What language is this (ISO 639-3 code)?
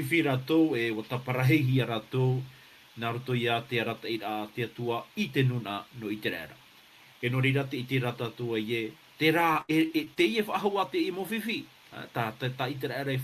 tah